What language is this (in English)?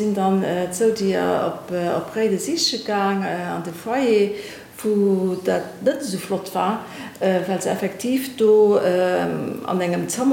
Luxembourgish